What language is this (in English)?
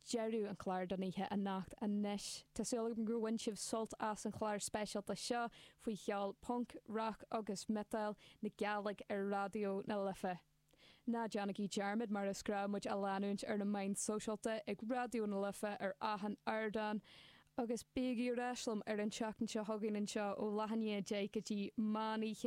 Irish